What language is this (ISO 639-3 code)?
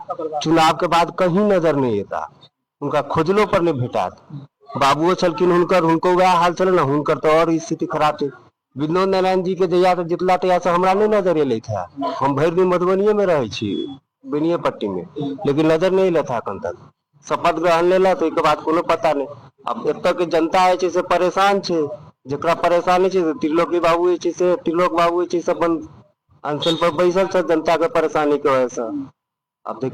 mai